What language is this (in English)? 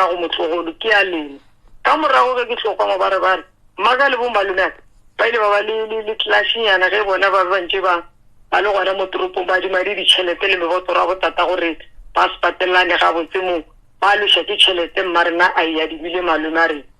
Northern Sotho